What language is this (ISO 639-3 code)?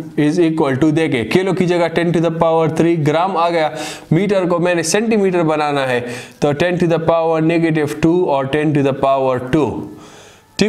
hin